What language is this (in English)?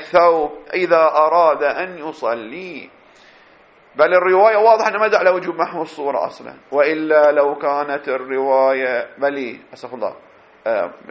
Arabic